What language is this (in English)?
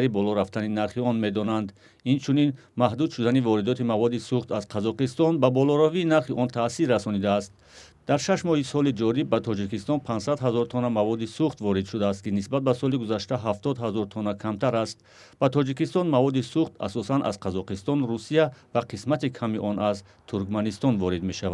Tajik